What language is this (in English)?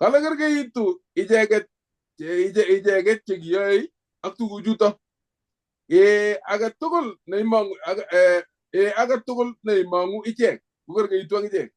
Kalenjin